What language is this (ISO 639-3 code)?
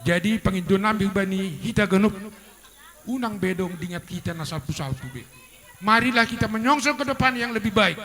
bts